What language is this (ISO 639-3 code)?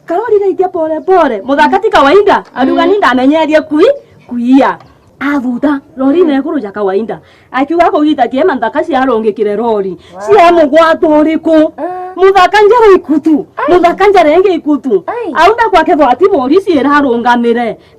mer